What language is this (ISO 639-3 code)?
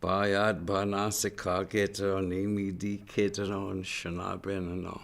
ciw